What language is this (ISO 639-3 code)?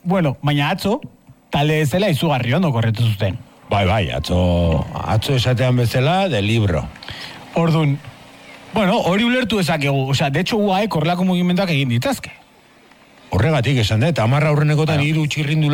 eus